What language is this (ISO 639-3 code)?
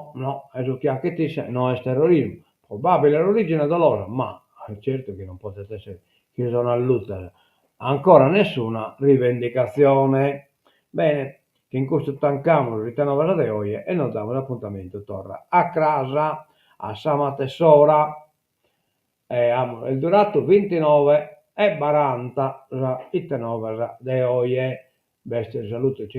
srd